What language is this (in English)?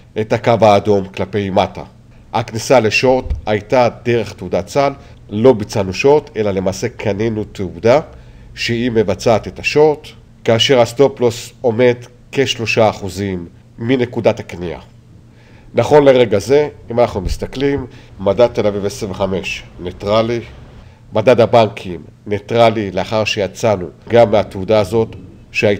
Hebrew